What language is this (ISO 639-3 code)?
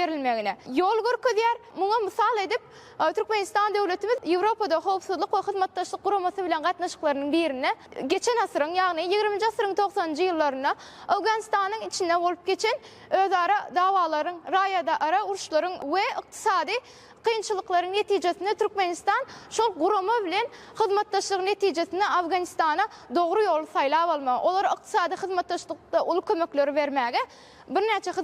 tuk